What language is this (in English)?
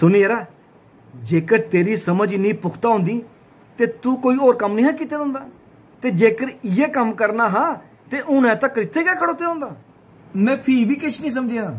Dogri